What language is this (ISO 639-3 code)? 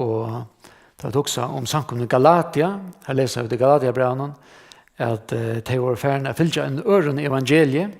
fao